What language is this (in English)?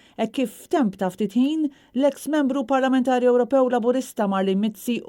Maltese